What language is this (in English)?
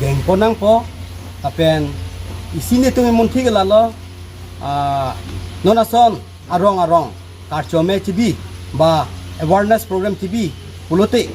Karbi